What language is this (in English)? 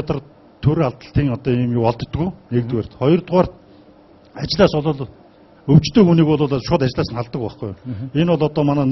Mongolian